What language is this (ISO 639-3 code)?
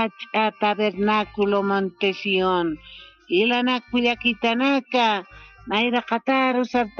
aym